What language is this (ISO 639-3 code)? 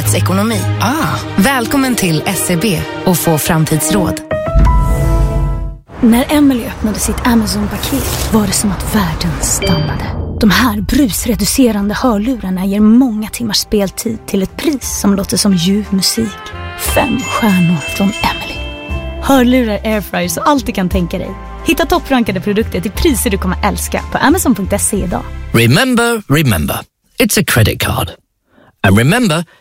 swe